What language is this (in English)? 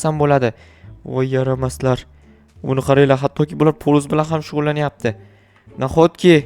Uzbek